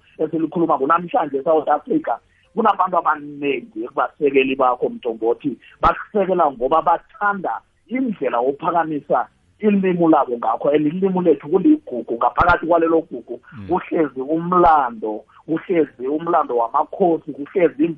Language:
South Ndebele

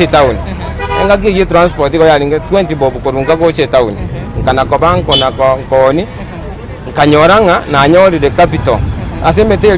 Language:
Gusii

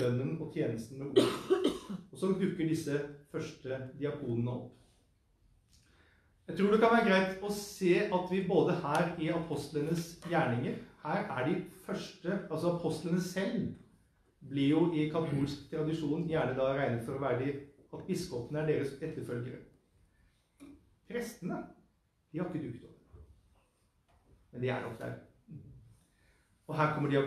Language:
Norwegian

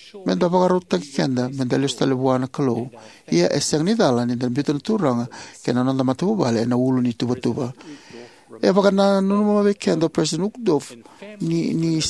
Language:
Fijian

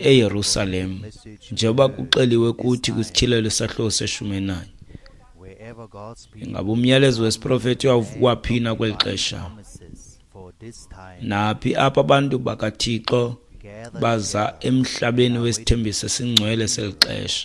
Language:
Xhosa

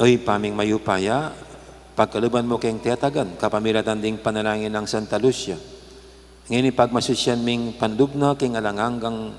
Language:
Pampanga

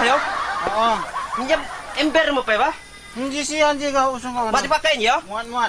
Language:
Lampung Api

